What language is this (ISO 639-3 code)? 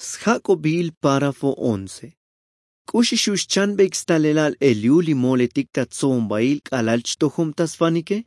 tzo